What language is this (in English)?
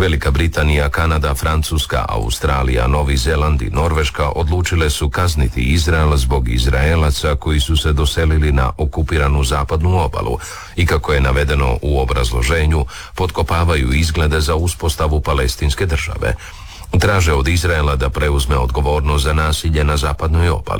Croatian